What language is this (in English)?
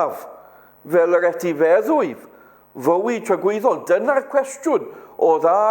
Welsh